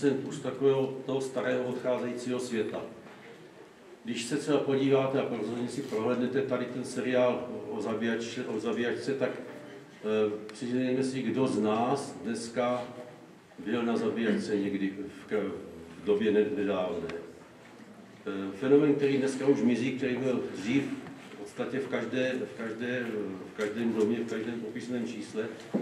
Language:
Czech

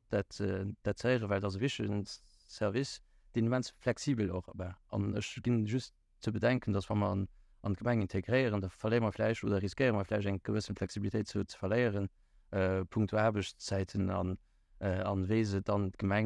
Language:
Luxembourgish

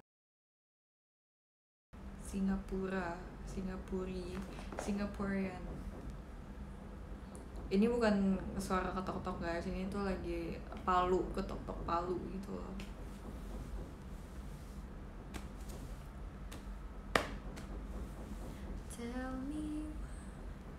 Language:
Indonesian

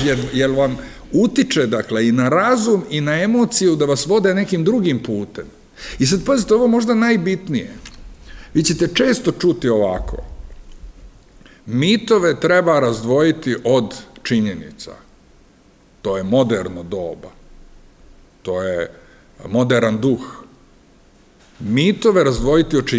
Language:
Serbian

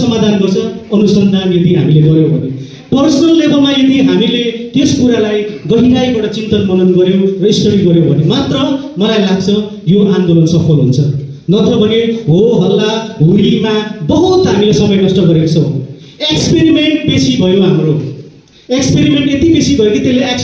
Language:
Nepali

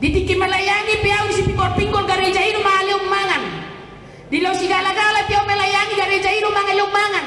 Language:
Batak Toba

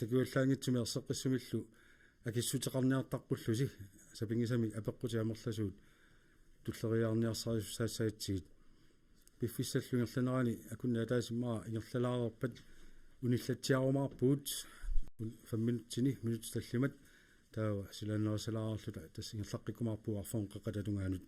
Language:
Kalaallisut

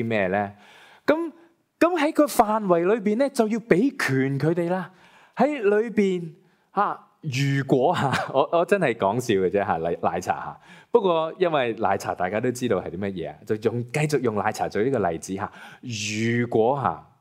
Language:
Cantonese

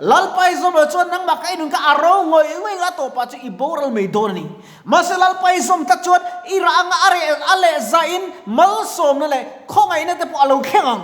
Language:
Mizo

